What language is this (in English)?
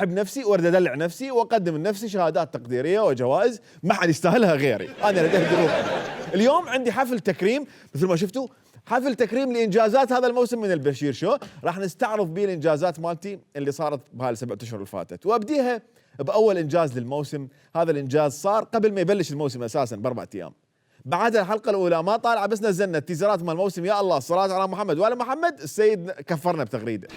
Mesopotamian Arabic